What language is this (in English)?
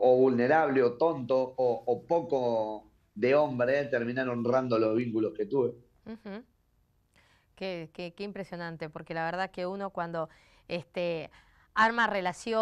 Spanish